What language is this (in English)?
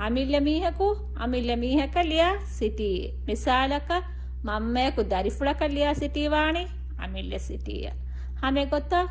Divehi